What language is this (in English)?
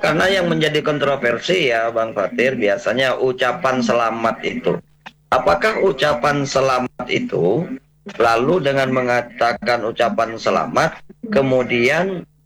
Indonesian